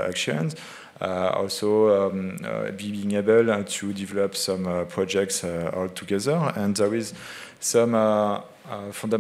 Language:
English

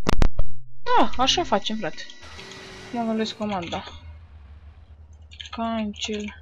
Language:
Romanian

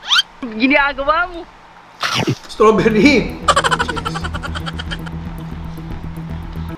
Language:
Filipino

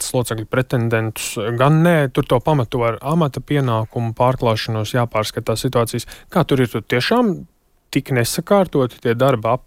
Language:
Latvian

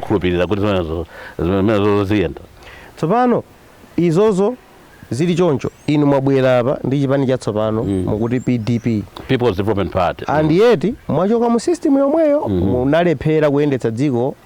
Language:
Nyanja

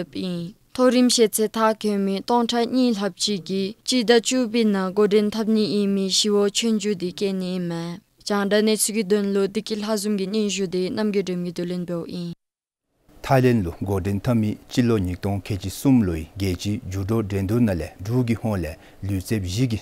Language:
Dzongkha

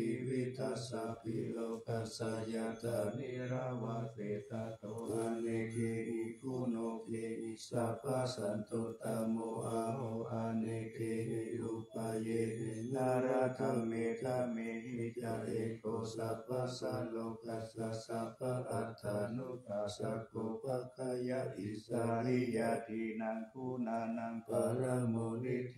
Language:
Pali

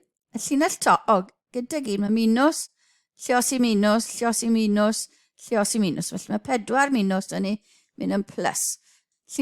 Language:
Welsh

